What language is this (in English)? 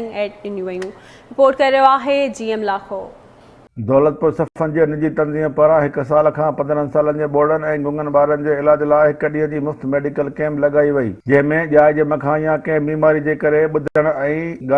Sindhi